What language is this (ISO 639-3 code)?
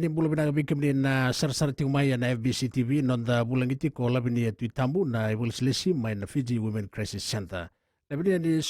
fij